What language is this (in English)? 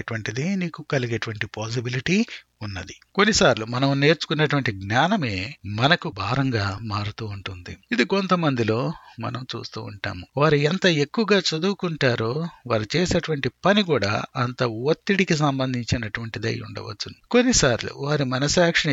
Telugu